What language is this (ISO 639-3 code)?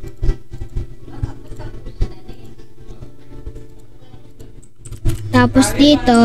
fil